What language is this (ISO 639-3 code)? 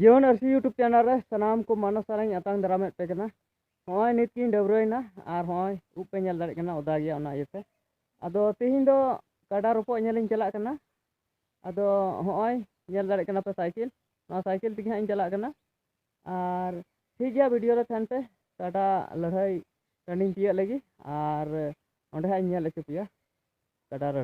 sat